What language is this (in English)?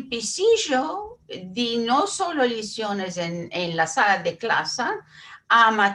Ladino